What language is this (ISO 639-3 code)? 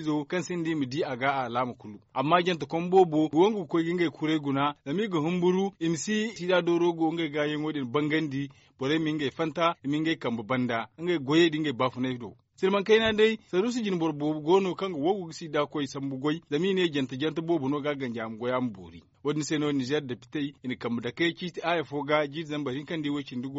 dje